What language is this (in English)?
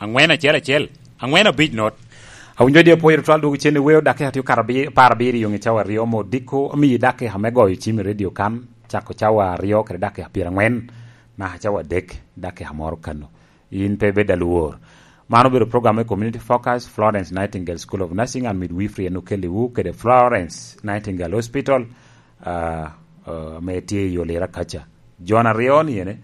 Lango (Uganda)